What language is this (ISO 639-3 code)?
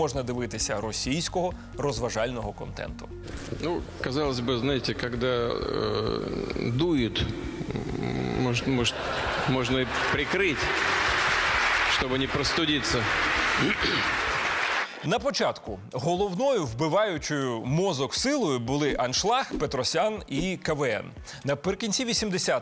ukr